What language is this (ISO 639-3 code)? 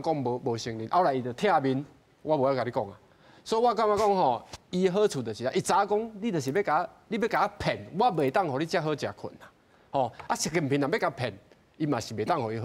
nan